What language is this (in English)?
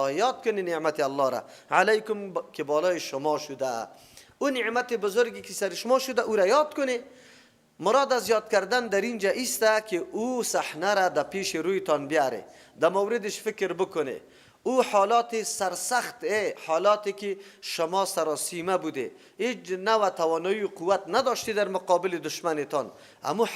Persian